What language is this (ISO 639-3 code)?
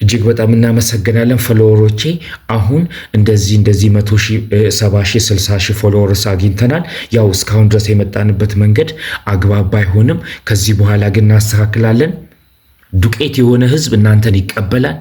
amh